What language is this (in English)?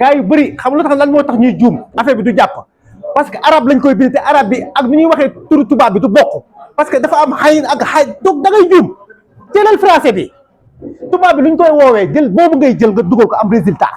Wolof